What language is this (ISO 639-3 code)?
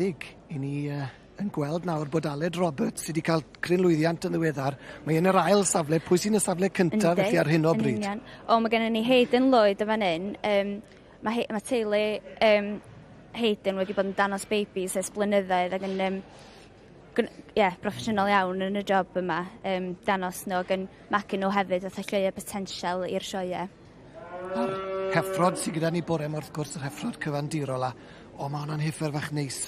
cym